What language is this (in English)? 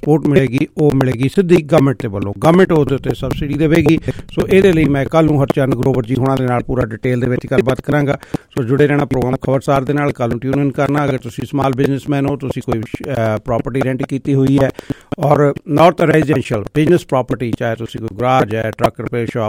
Punjabi